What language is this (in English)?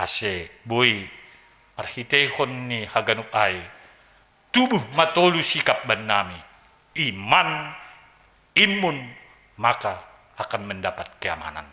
Batak Simalungun